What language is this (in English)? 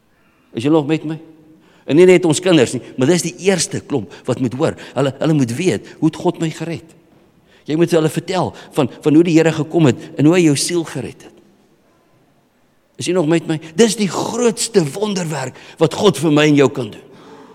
Afrikaans